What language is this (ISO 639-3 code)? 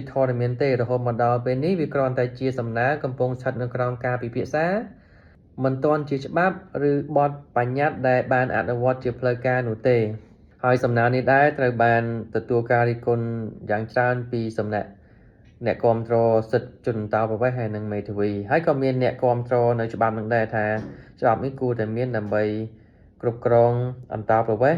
khm